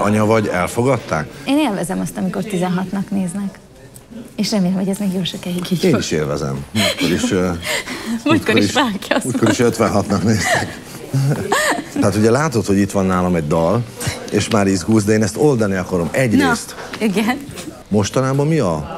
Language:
Hungarian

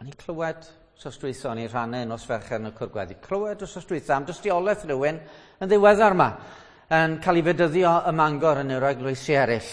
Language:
Welsh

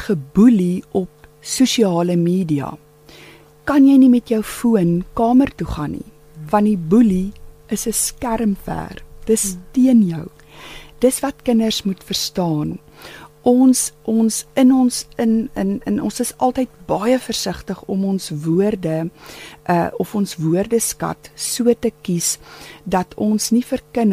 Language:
Afrikaans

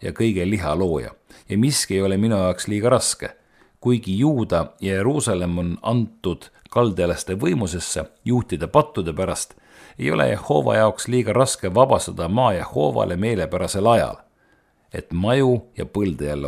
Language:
Estonian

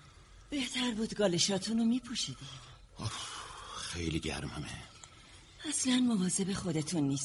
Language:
Persian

